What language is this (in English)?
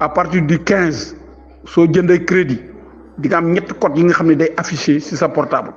Wolof